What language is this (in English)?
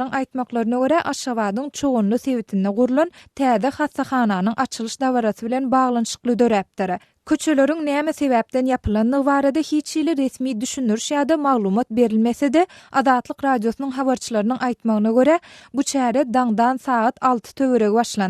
Turkmen